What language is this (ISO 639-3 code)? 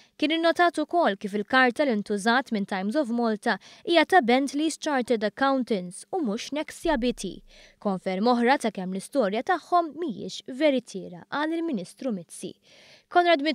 mlt